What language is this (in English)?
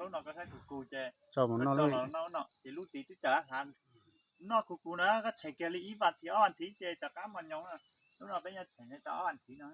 Hmong